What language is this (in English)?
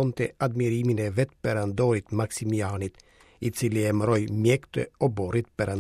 Albanian